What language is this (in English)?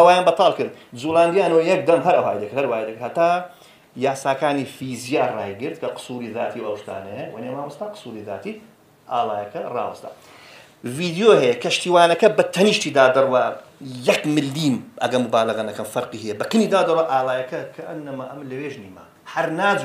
Central Kurdish